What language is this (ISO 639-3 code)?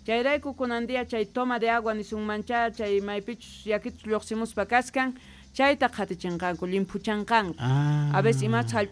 quh